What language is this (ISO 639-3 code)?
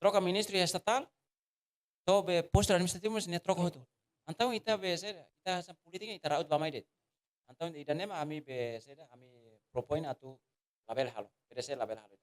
tet